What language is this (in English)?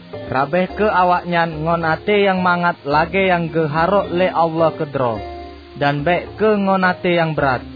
Achinese